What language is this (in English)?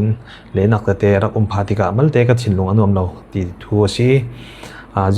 Falam Chin